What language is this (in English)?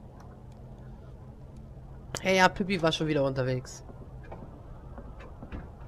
German